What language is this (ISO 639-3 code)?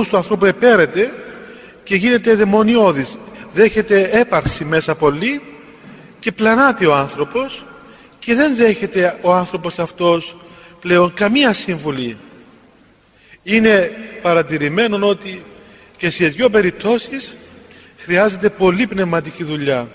ell